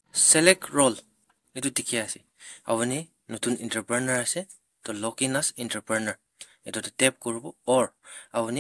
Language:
Naga Pidgin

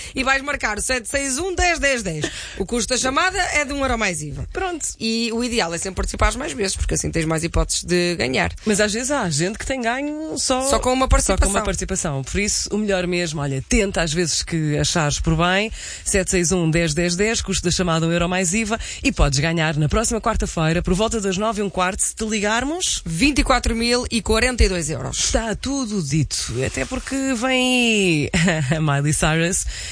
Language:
Portuguese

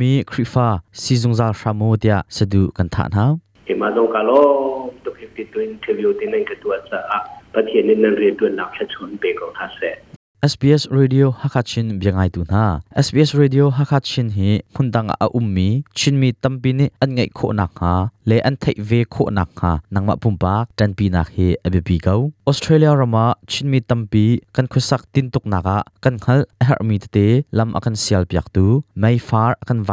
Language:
Hakha Chin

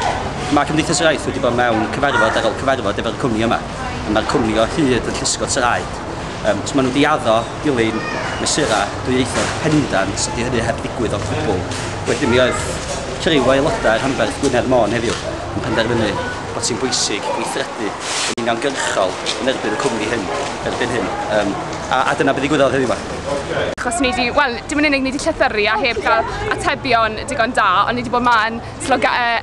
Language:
Welsh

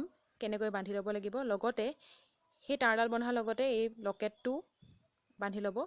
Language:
Assamese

